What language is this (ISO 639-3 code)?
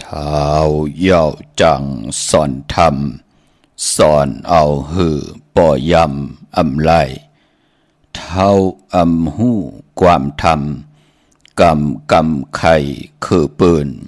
shn